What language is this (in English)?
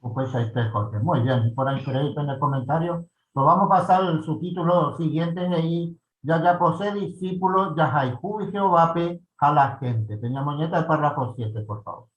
Guarani